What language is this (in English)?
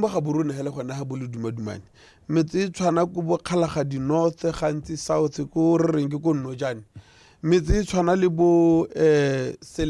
Tswana